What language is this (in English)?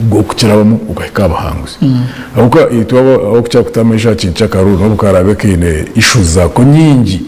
Nyankole